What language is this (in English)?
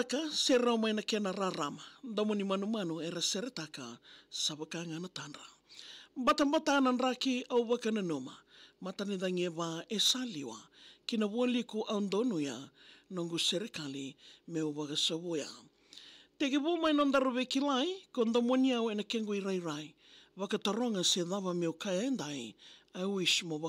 Fijian